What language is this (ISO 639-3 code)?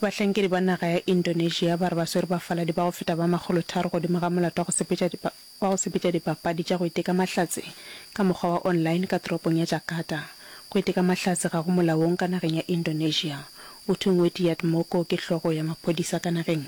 nso